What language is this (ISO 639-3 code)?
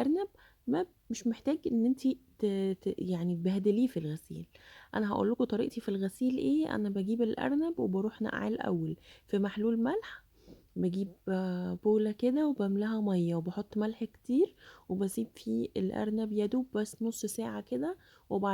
arz